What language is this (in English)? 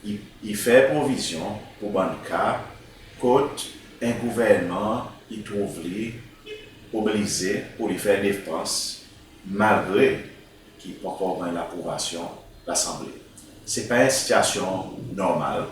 Seselwa Creole French